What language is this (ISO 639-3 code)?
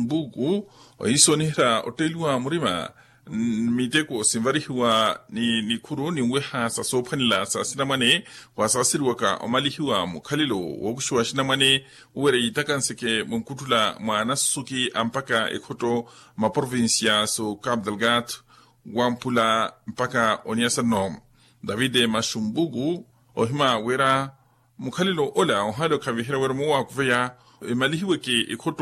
vmw